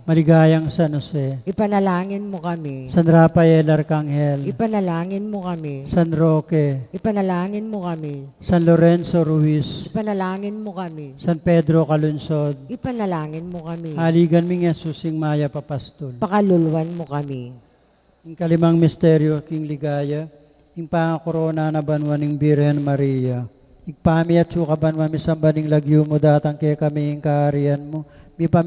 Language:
Pampanga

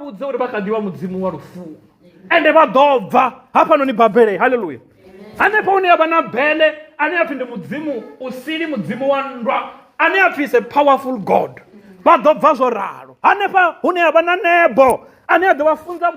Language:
Venda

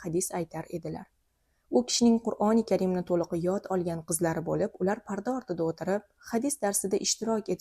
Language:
Uzbek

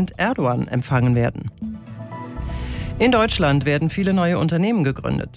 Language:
German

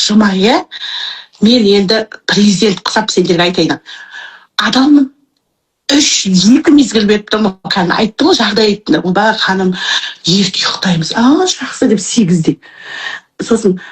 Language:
Kazakh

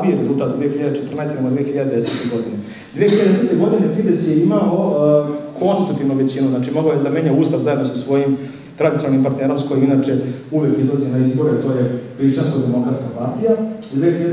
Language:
Serbian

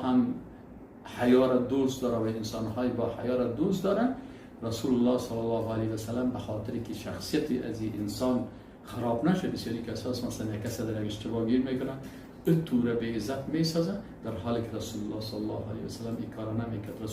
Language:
Persian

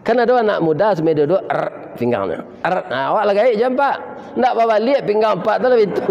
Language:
Minangkabau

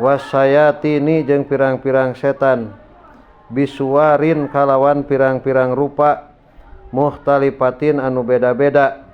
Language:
Sundanese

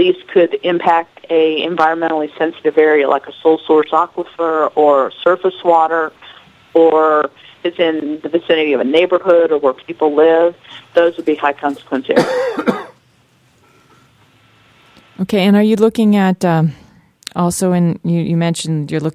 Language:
English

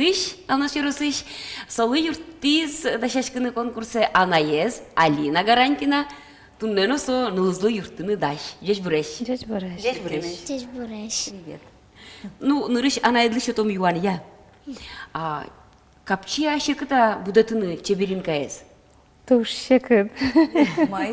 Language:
Udmurt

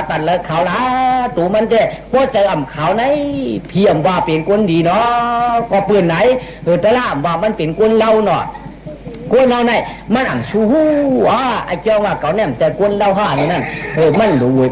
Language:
Shan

